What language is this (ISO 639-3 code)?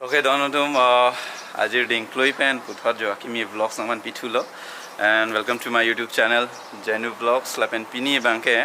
mjw